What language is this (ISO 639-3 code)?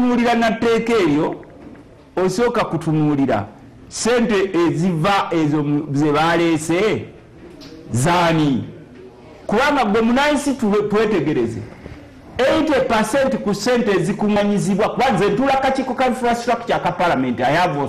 lug